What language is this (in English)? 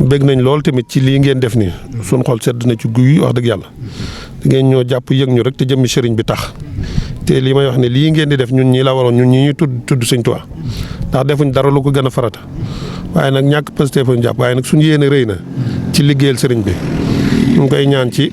Wolof